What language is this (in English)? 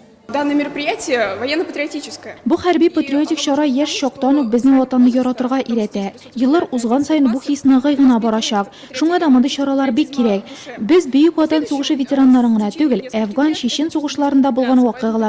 Tatar